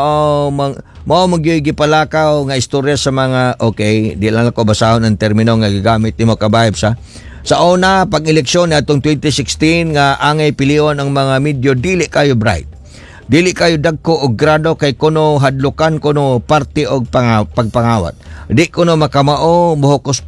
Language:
Cebuano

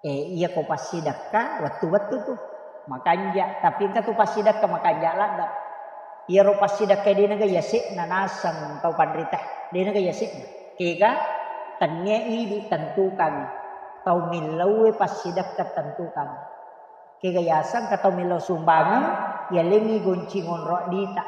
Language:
Buginese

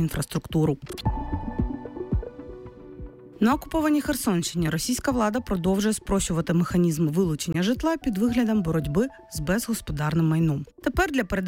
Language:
Ukrainian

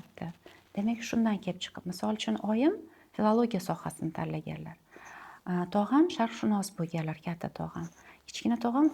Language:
Uzbek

